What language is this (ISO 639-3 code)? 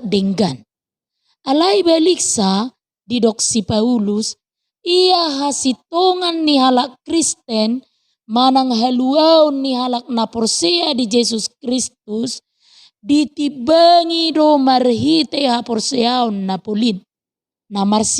bbc